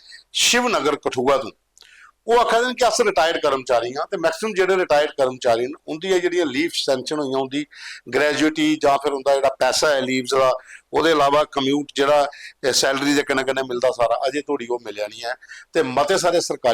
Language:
Dogri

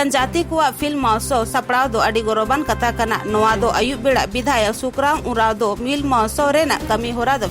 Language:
Santali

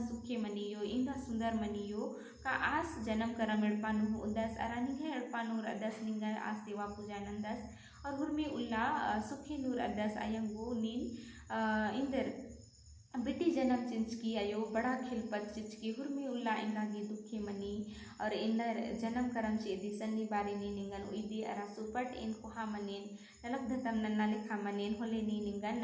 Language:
Kurukh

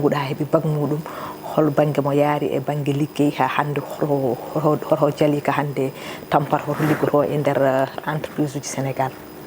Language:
Fula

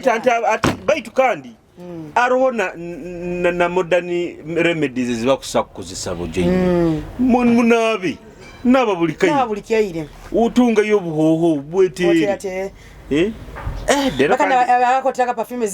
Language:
Nyoro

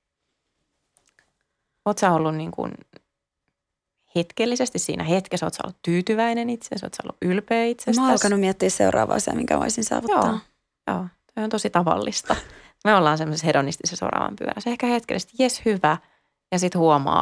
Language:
Finnish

